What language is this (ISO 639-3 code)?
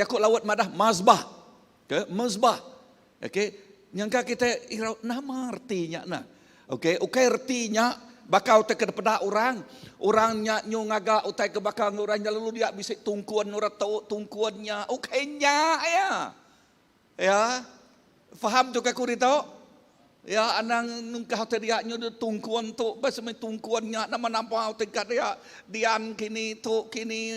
iba